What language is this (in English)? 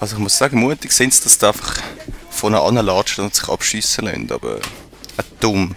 Swiss German